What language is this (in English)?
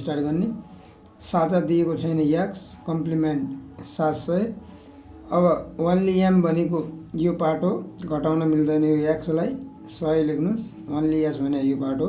Nepali